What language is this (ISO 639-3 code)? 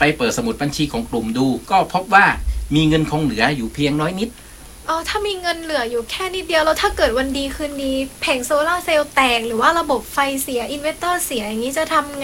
tha